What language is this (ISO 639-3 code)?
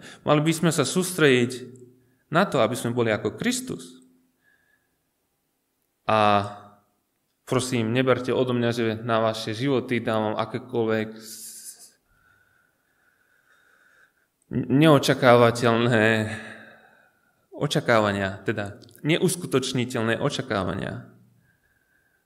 slk